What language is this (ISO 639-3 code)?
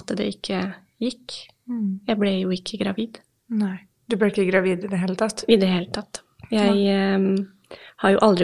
nor